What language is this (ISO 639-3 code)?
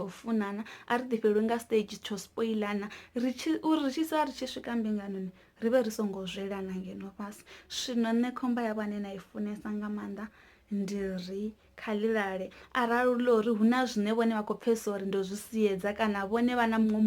ven